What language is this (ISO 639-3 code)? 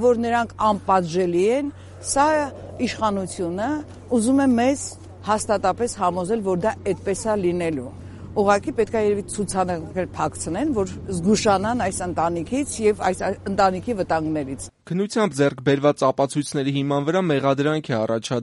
hye